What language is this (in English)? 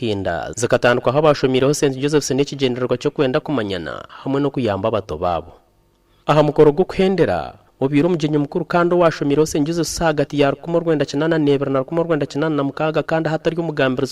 Nyankole